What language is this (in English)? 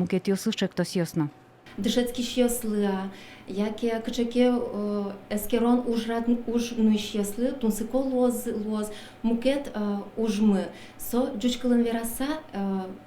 Udmurt